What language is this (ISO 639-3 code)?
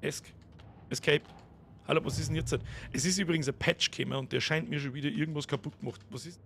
bar